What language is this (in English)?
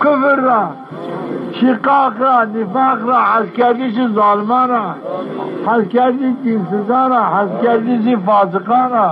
Zaza